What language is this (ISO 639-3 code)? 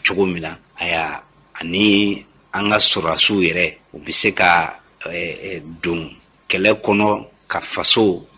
bam